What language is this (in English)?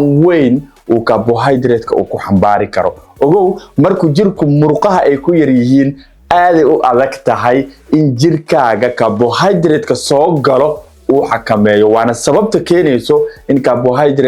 Somali